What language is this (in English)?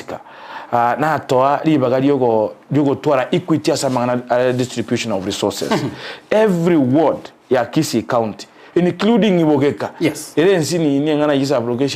Gusii